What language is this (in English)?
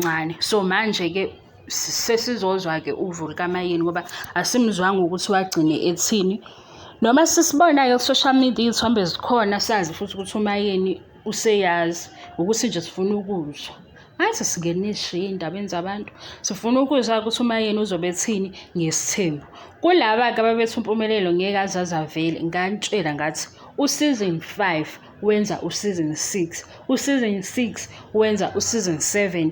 Zulu